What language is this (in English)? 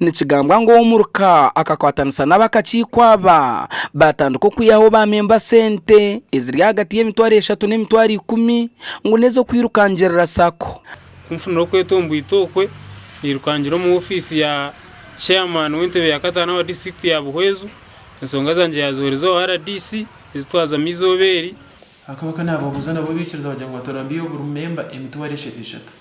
Nyankole